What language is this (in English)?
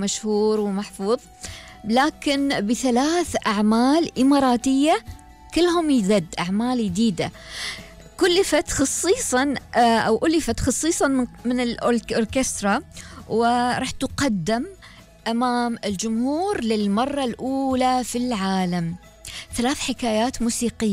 Gulf Arabic